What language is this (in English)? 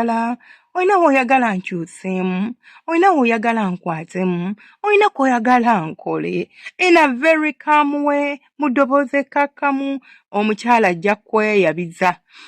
Ganda